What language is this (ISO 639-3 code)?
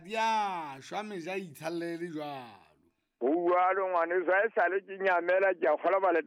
sot